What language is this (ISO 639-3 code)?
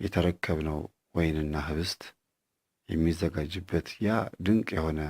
amh